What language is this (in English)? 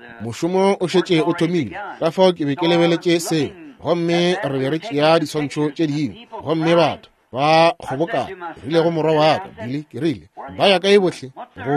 Northern Sotho